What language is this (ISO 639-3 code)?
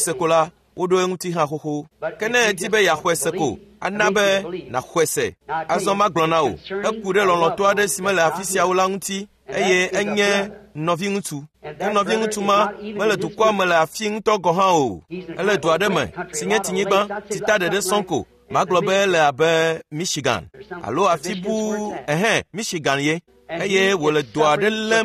ewe